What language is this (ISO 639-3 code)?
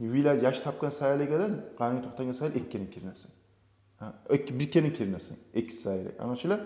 kum